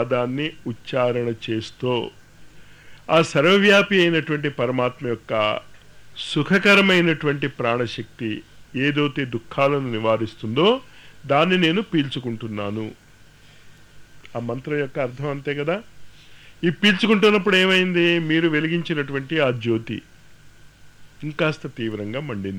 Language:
Telugu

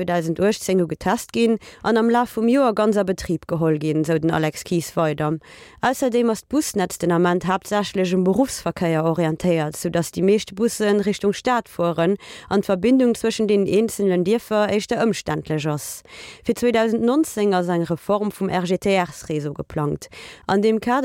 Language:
Luxembourgish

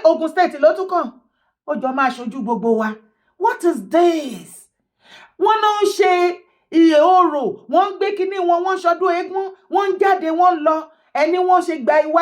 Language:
Yoruba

